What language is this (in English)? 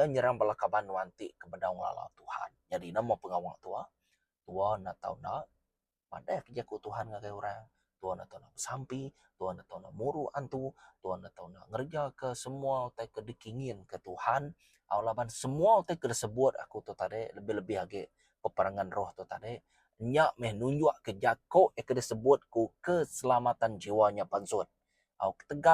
Iban